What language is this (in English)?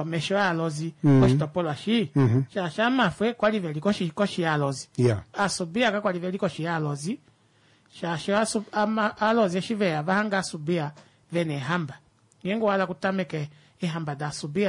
Kuanyama